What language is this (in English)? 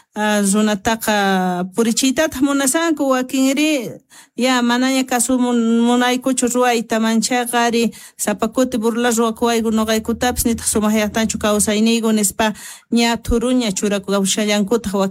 South Bolivian Quechua